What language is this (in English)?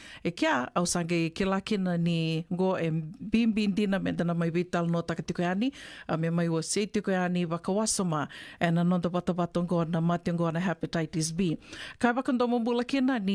Fijian